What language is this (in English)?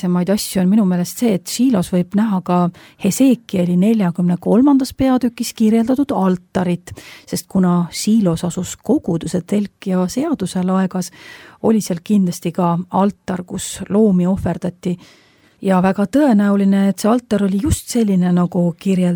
Estonian